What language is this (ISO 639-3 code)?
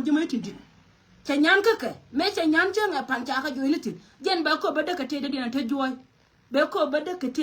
nus